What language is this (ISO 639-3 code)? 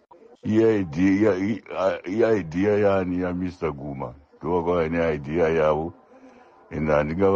sna